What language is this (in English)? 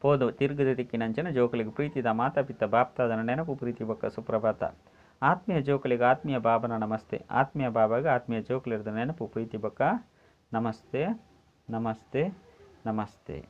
Tulu